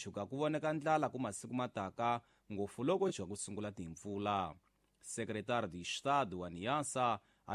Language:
Tsonga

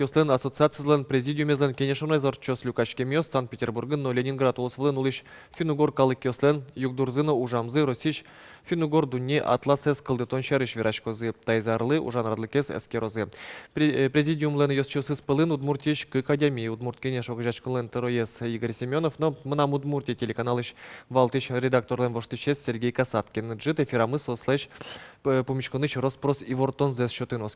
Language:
Udmurt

